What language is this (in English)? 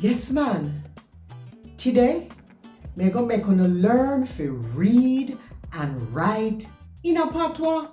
Jamaican Creole English